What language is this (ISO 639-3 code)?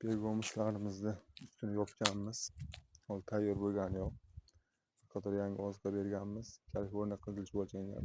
uzb